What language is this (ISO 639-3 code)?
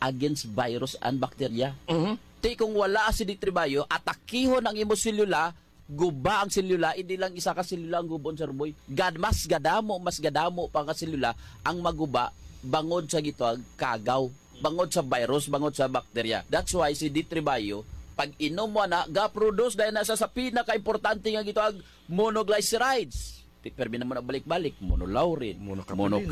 hil